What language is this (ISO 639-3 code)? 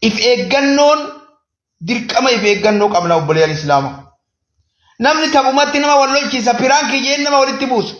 orm